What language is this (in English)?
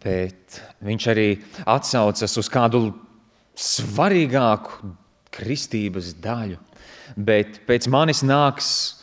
Latvian